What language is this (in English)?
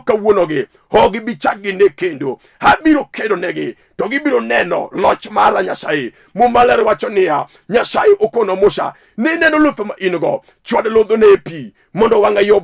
Luo (Kenya and Tanzania)